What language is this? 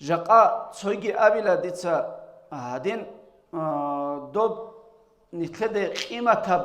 Avaric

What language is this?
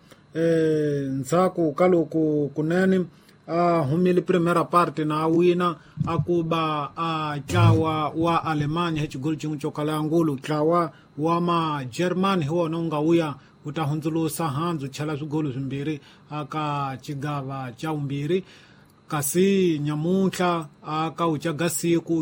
Tsonga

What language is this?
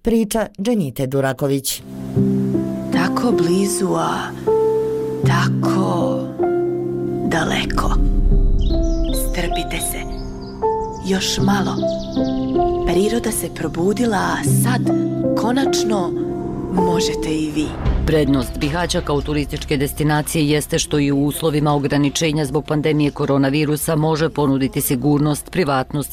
Bosnian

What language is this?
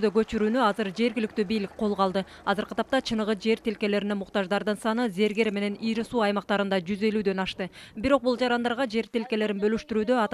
Kyrgyz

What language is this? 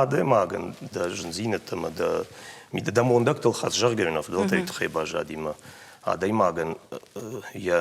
Ossetic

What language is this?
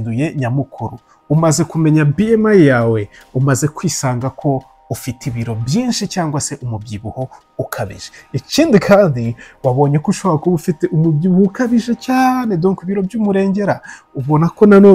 Kinyarwanda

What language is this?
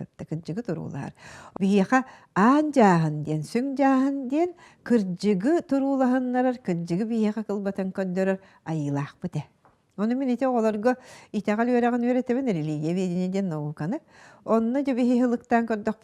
Yakut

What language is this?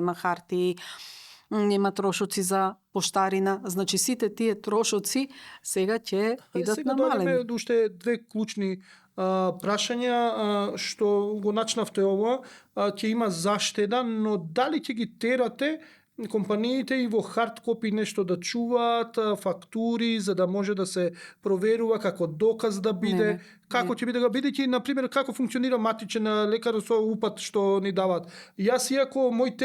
Macedonian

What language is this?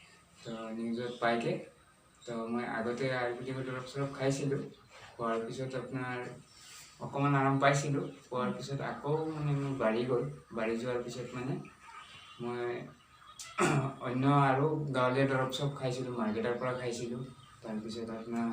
Assamese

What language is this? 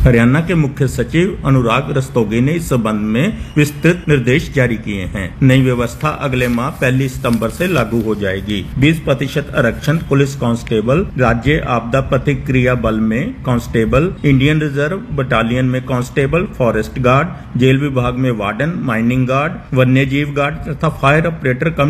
Hindi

